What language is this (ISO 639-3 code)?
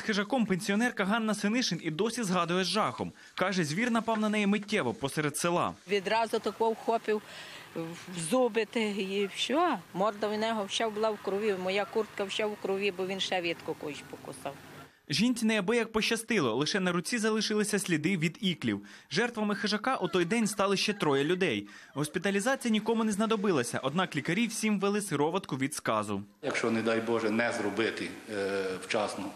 ukr